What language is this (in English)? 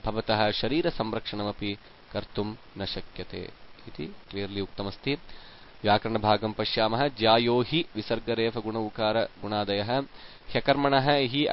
Sanskrit